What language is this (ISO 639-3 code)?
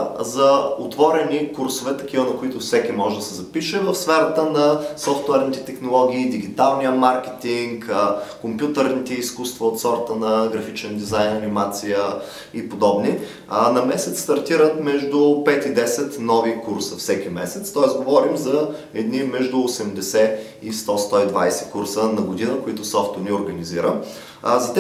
bul